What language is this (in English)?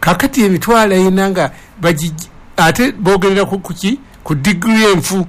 Ganda